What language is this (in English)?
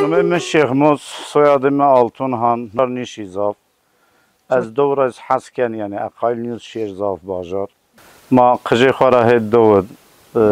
Zaza